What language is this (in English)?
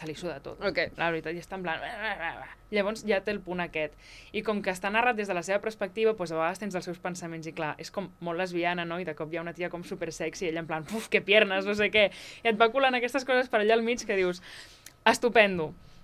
Catalan